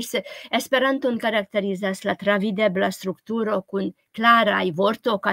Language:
Esperanto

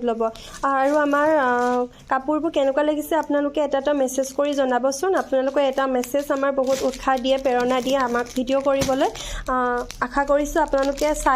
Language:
Assamese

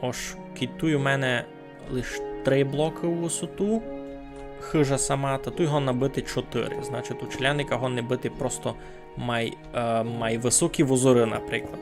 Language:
Rusyn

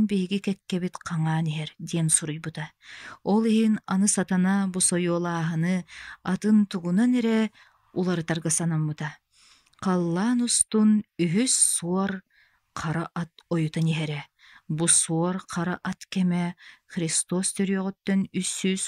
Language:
Yakut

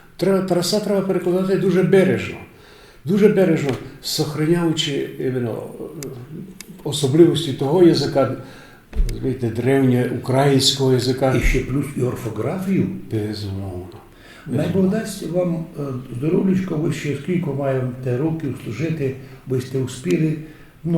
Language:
Rusyn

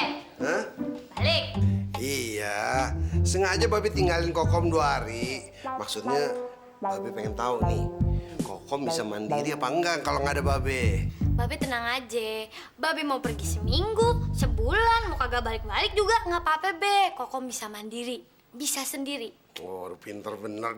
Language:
Betawi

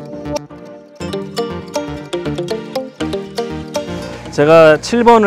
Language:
Korean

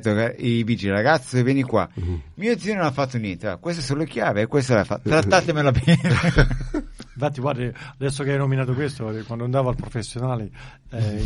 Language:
Italian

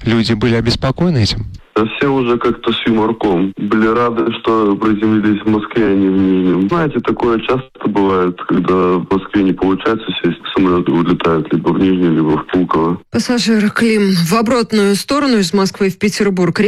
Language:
Russian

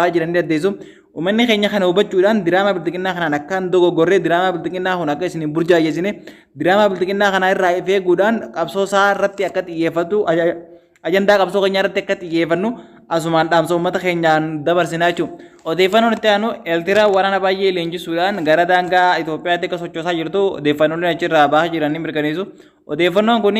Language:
Oromo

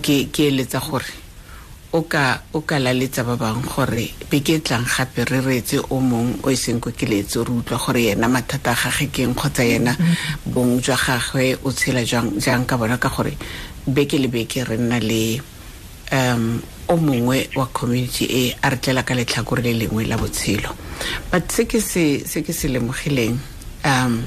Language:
Tswana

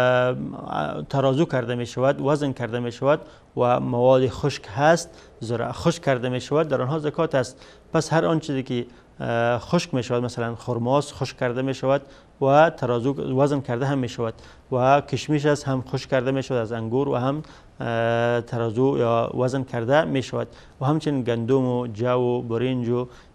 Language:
Persian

